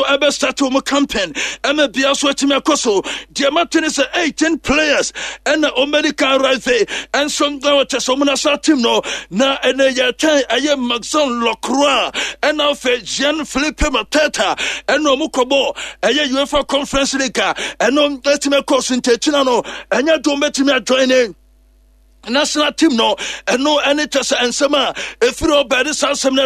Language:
Akan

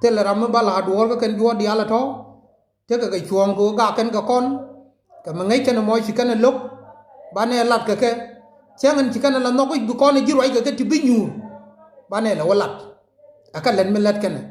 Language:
Nuer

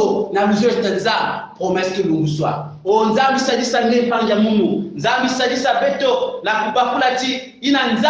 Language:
Kongo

